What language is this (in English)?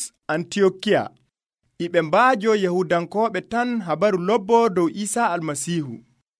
Nigerian Fulfulde